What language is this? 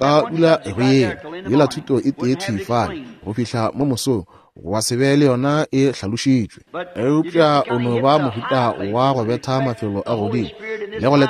Northern Sotho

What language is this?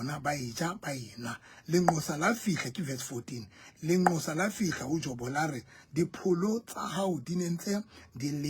Southern Sotho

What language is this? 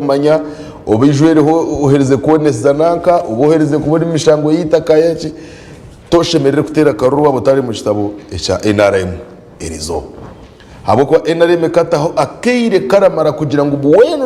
Nyankole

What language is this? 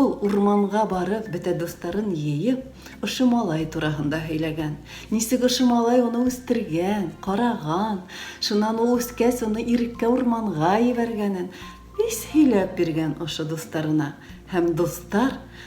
Bashkir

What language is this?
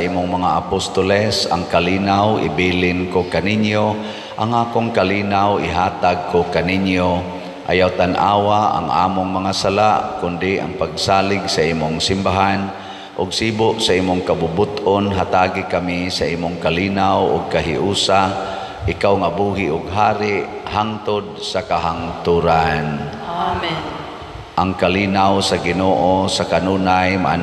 Cebuano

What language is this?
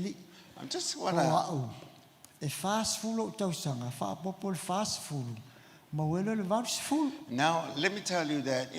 Samoan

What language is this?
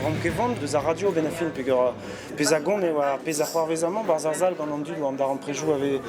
Breton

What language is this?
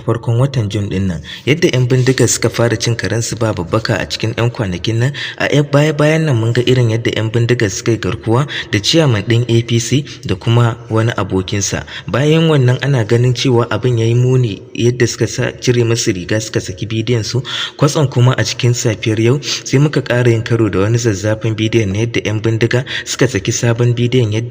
Hausa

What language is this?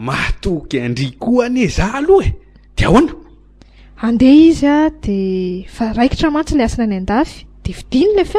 Malagasy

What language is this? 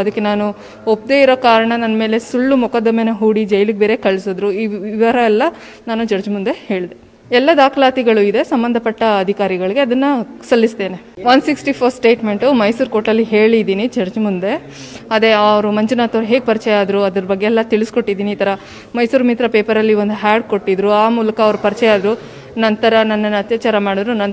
Kannada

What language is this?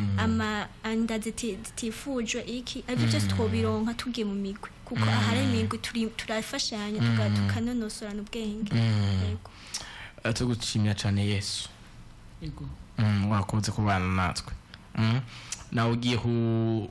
Rundi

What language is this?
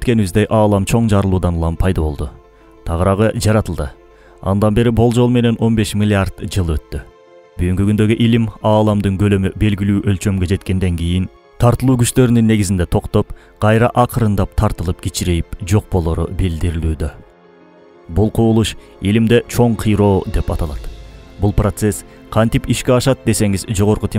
Kyrgyz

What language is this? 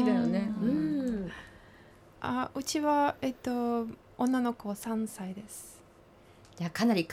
Japanese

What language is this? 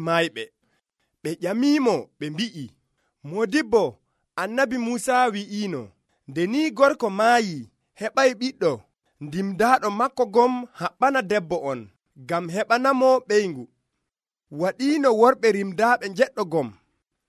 Nigerian Fulfulde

